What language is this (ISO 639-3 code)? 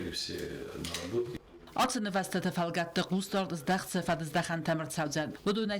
oss